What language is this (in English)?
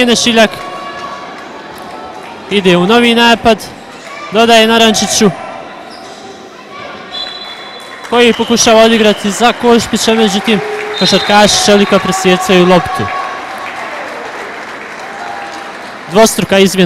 Croatian